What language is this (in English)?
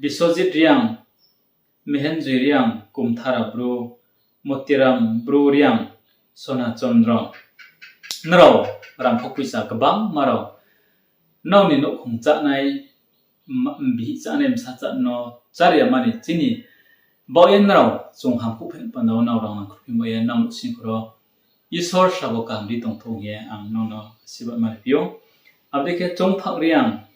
Riang (India)